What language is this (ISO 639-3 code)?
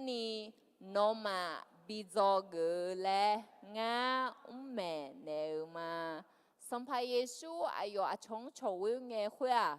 ahk